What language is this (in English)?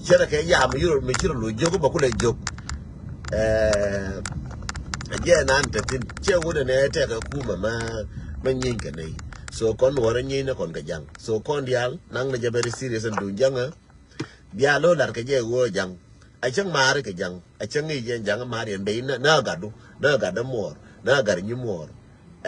Nuer